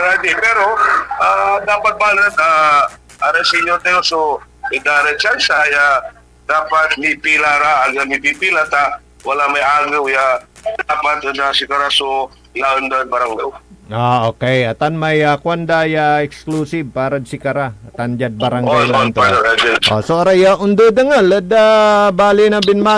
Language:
Pangasinan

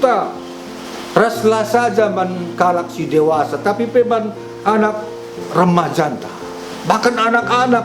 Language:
Batak Karo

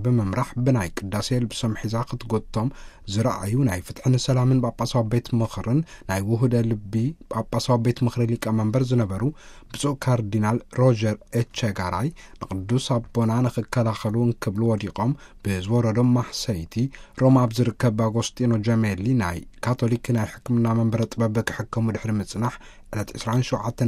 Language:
Tigrinya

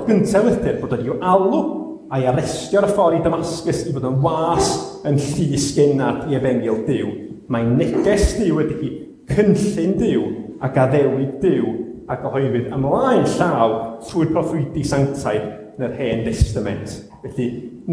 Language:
Welsh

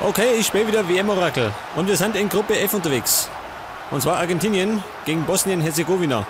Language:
Bavarian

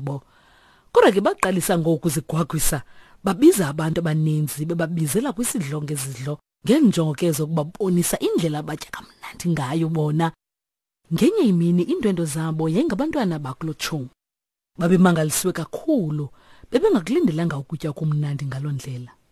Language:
Xhosa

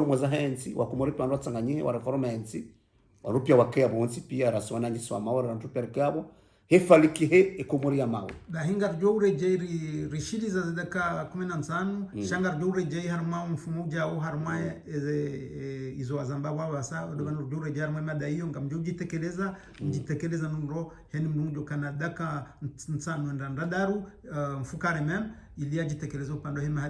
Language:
Ngazidja Comorian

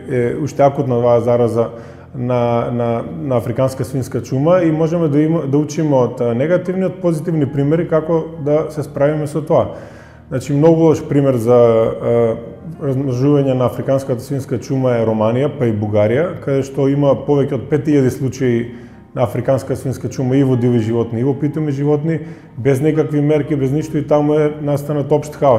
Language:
Macedonian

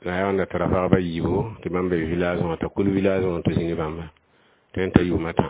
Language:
Mossi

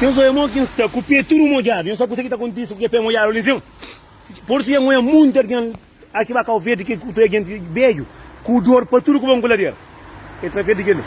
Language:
Kabuverdianu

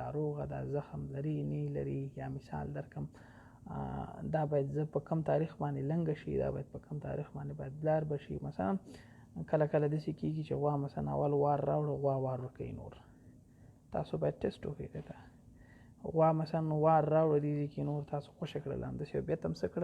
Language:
Pashto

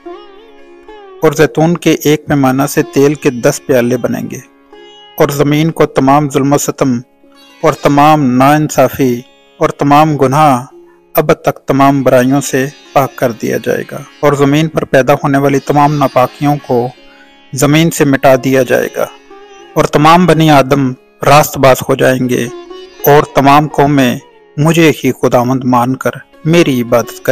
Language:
Urdu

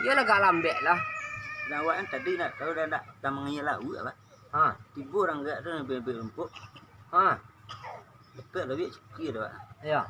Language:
Minangkabau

